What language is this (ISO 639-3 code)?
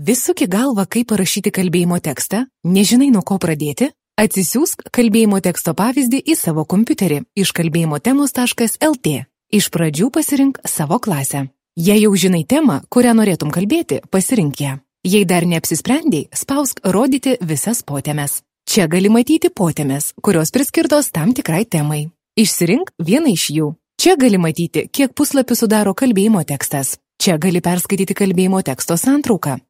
lit